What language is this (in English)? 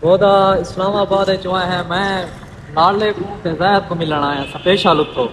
Saraiki